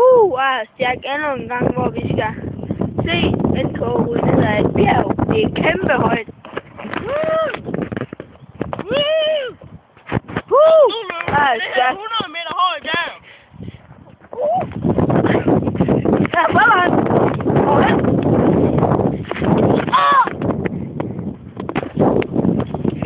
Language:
Danish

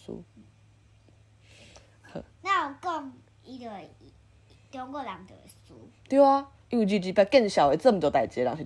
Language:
Min Nan Chinese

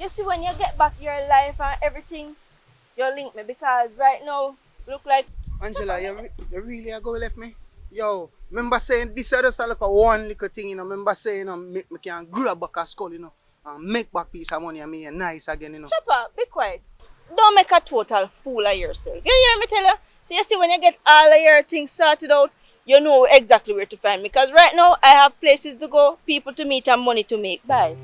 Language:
Jamaican Creole English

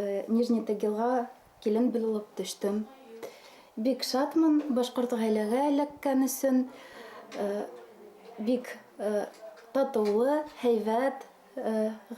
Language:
Bashkir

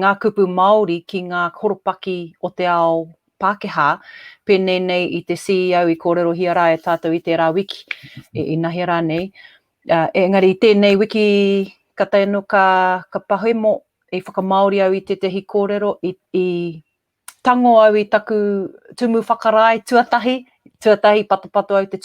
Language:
Māori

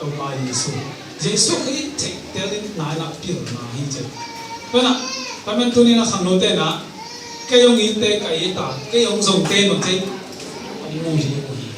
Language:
Tedim Chin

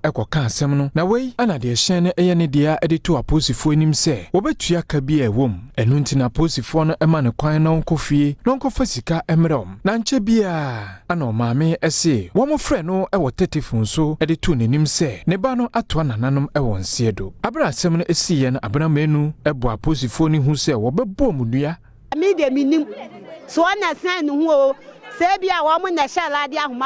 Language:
Akan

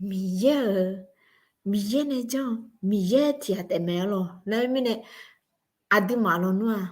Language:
Akha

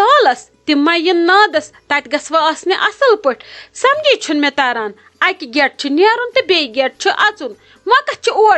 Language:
Kashmiri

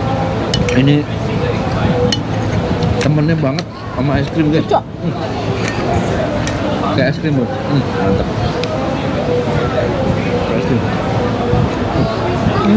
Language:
Indonesian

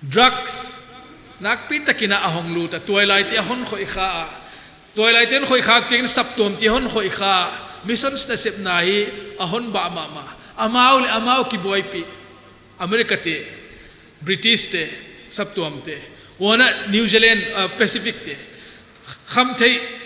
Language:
Paite Chin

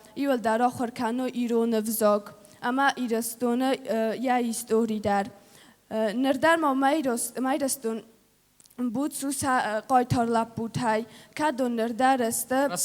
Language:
Ossetic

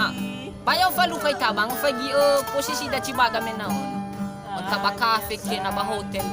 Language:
Nias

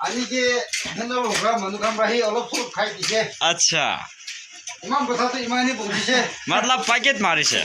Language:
Naga Pidgin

